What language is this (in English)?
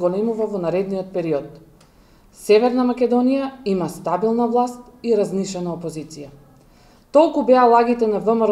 Macedonian